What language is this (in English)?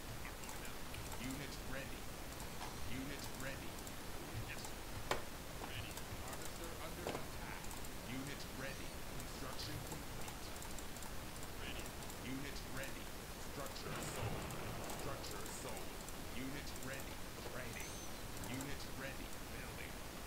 English